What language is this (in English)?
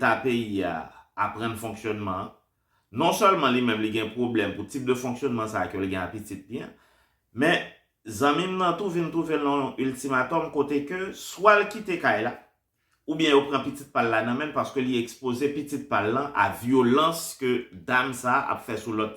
Haitian Creole